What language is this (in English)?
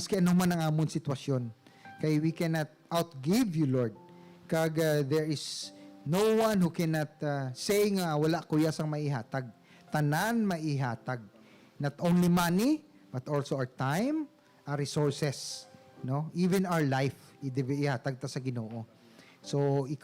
Hiligaynon